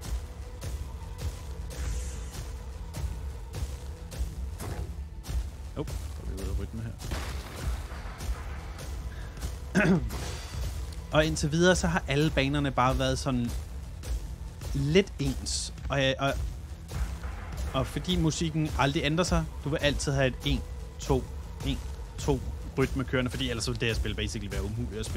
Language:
Danish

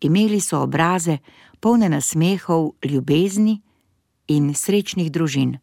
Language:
Slovenian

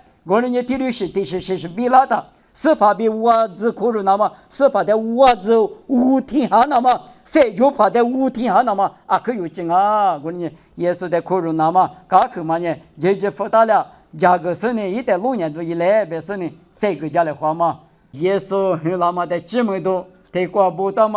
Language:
Lisu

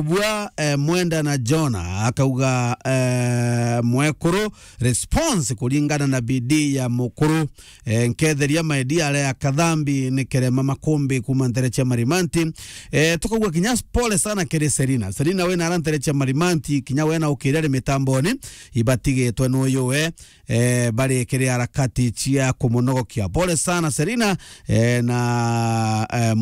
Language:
Meru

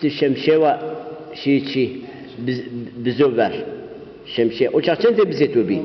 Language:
Zaza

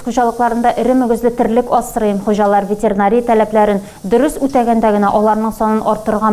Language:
Tatar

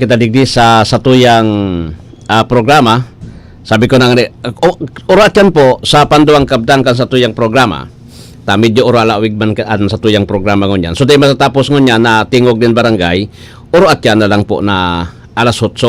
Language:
Bikol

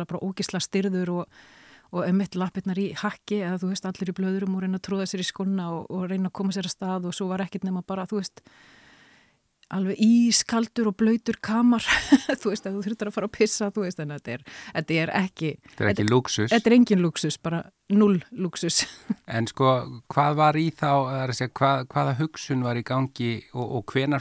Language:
Icelandic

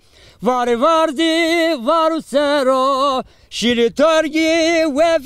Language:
Zaza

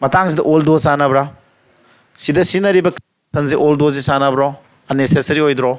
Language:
Manipuri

